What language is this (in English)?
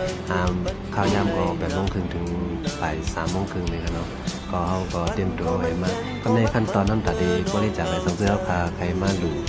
Shan